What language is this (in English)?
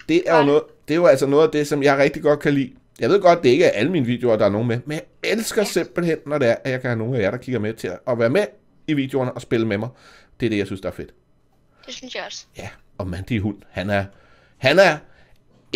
Danish